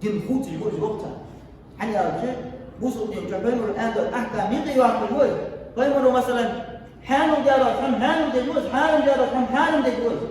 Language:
Ingush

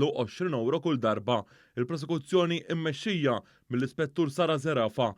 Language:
Maltese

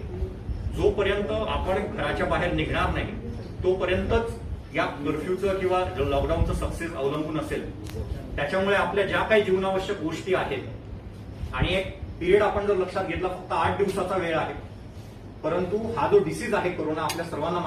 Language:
Marathi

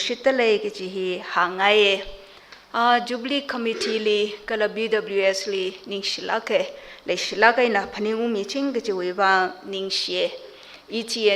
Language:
Tangkhul Naga (India)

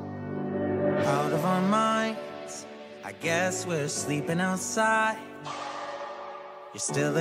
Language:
English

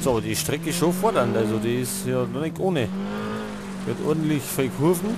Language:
Bavarian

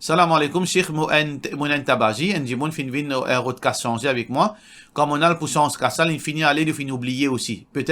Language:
Morisyen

